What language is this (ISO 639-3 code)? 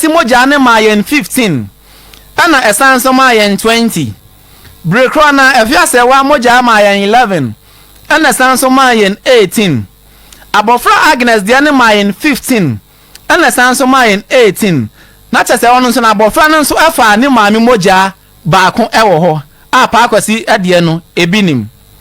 aka